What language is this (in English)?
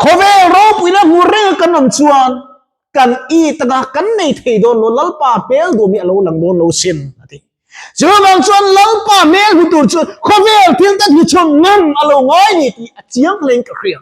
Mizo